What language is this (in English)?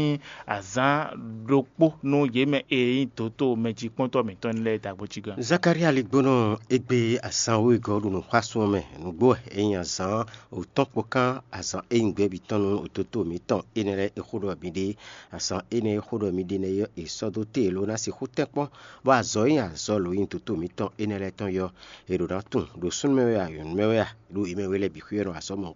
Fon